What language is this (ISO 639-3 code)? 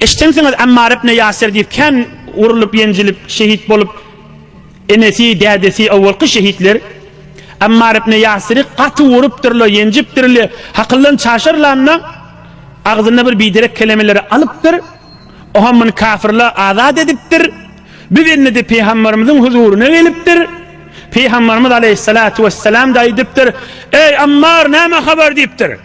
tuk